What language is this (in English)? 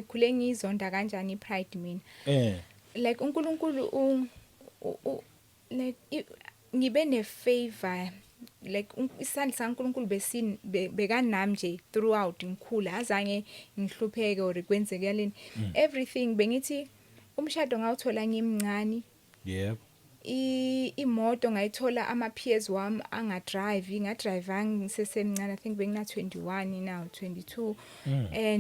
Zulu